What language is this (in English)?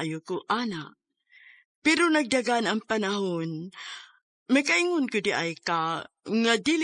Cebuano